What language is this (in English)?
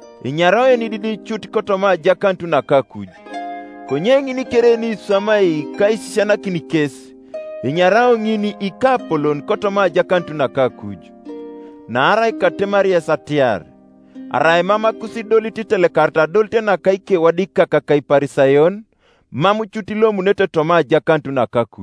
Teso